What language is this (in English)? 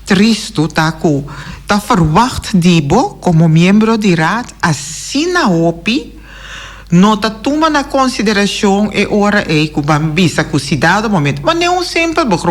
Papiamento